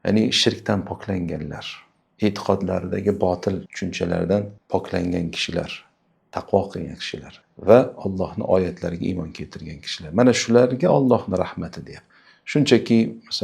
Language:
Uzbek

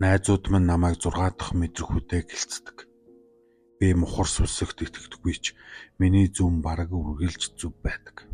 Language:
Mongolian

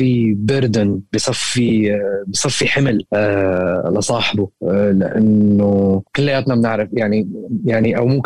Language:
North Levantine Arabic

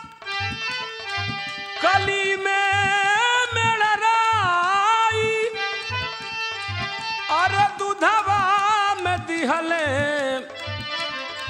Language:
Bhojpuri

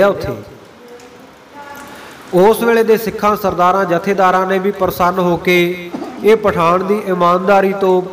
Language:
Punjabi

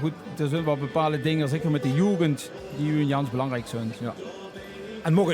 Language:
Limburgish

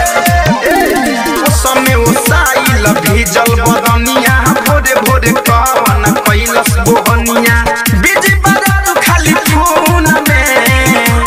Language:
Bhojpuri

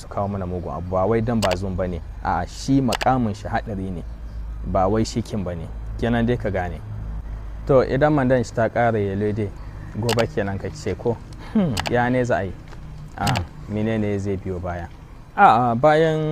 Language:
Hausa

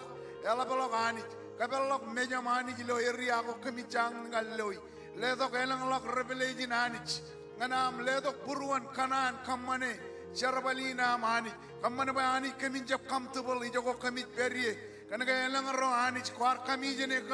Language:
Marshallese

